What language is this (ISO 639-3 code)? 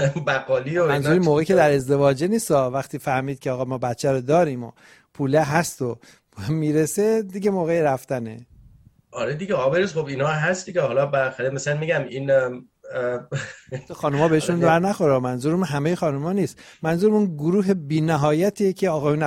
fas